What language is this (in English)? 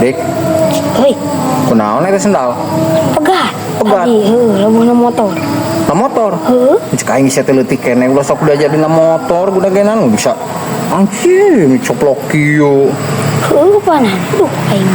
Sundanese